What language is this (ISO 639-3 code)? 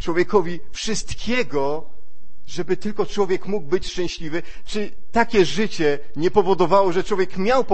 pol